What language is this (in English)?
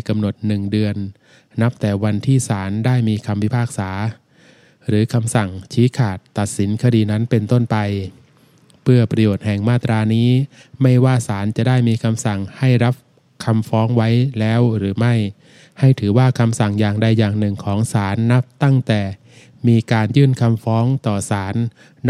Thai